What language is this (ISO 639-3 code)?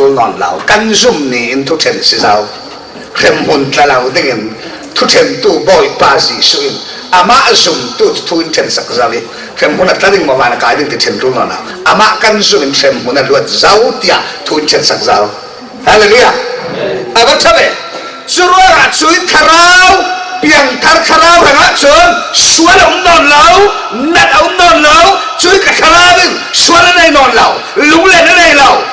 cfm